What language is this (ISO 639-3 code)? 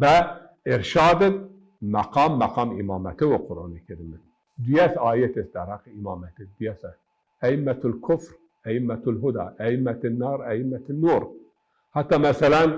zza